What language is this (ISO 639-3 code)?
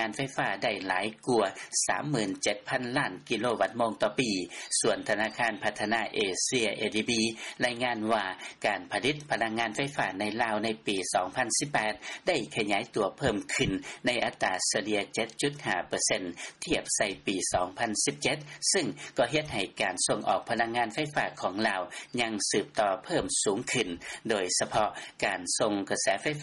lao